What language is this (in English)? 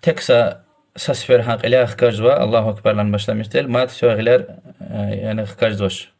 Lezghian